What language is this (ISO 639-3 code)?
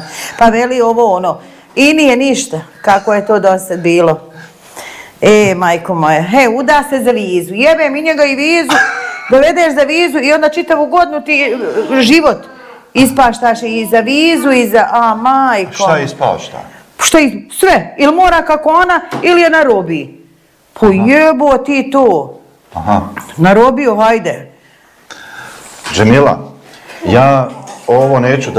bos